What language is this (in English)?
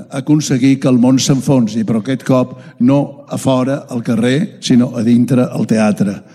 Catalan